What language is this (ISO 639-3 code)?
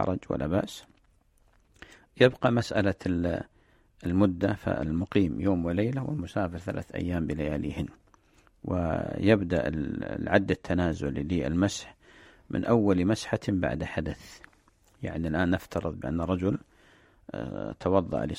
ara